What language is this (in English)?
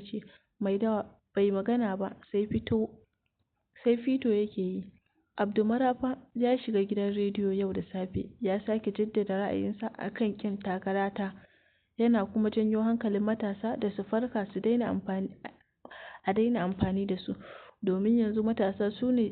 Hausa